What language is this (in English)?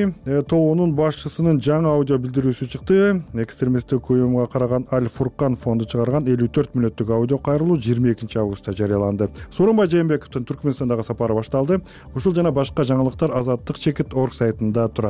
Kyrgyz